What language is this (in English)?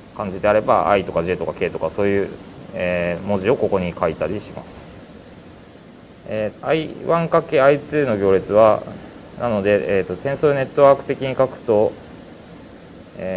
Japanese